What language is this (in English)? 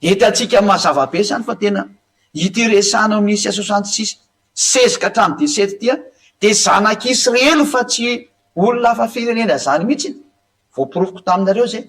Malagasy